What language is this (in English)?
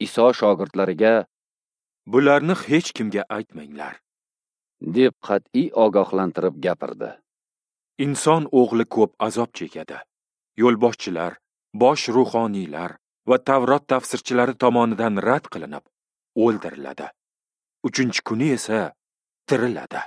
Uzbek